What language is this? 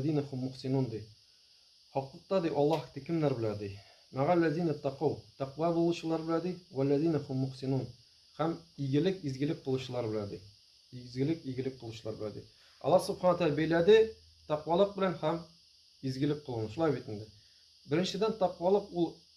Tatar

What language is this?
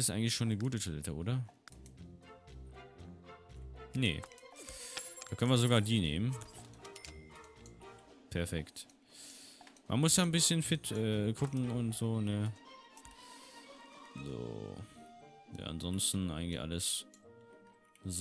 German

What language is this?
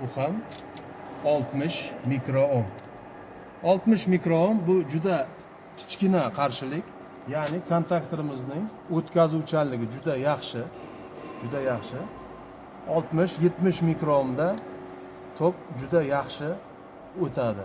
Uzbek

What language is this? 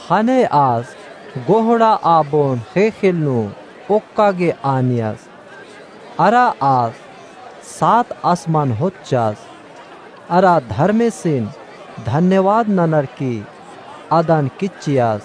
Kurukh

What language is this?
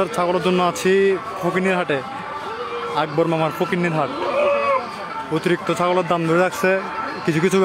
Bangla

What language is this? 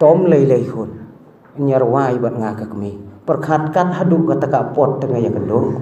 Khasi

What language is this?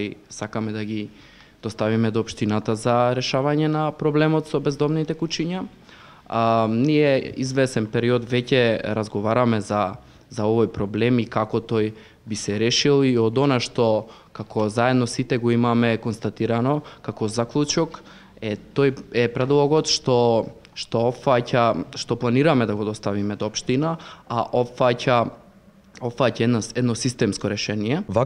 Macedonian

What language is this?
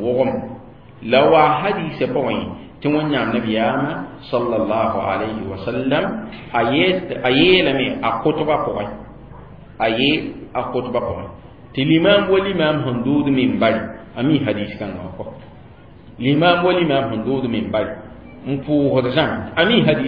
Mossi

